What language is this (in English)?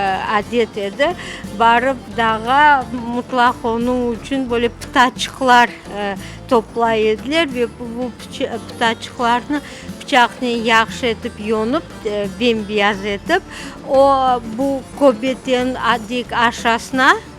Crimean Tatar